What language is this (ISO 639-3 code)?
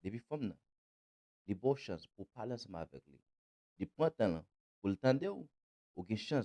hat